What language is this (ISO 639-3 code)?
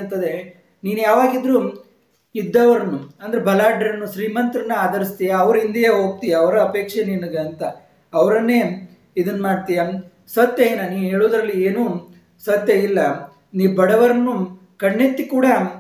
kan